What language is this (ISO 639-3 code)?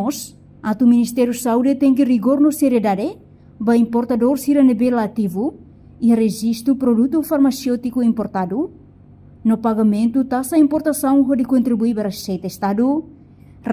tet